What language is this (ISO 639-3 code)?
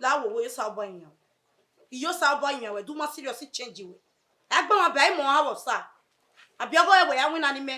bin